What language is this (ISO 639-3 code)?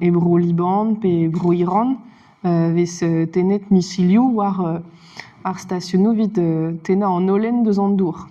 bre